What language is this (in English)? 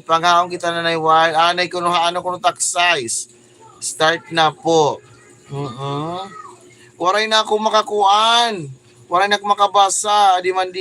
Waray